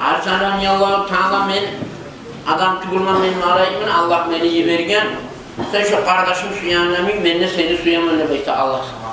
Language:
Kumyk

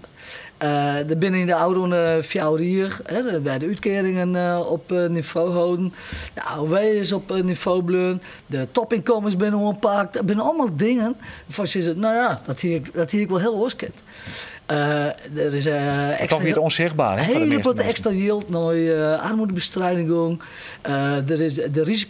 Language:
Western Frisian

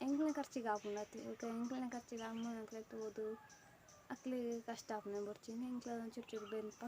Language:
Tulu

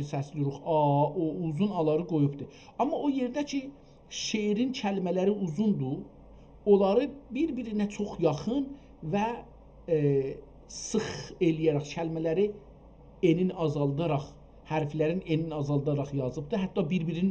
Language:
South Azerbaijani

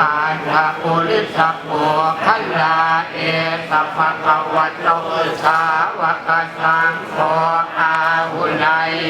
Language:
Pali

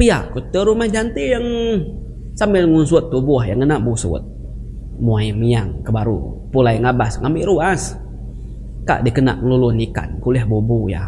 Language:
Iban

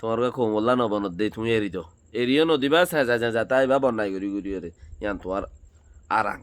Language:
Rohingya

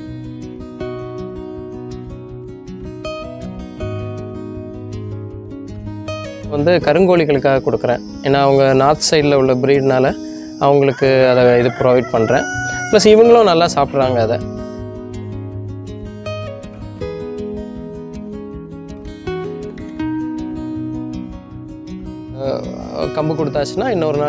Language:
Tamil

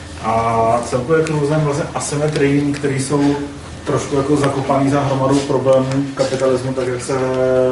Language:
Czech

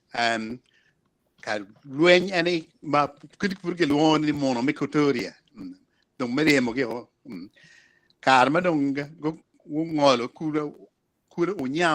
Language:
Acoli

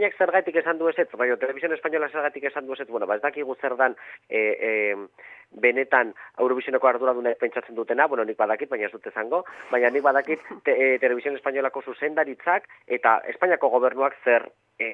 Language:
Basque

